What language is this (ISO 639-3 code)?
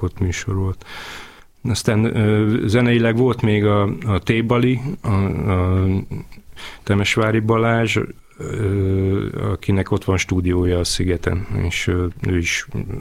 hun